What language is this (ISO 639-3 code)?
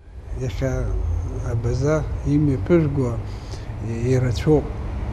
abk